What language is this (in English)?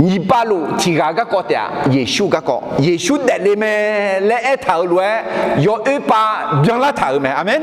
Akha